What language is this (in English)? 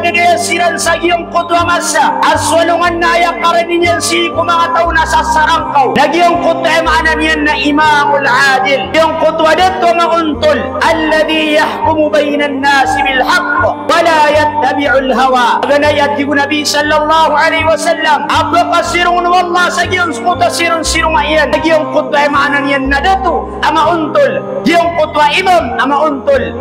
Maranao